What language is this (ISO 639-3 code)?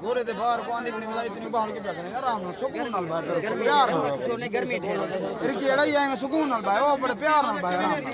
skr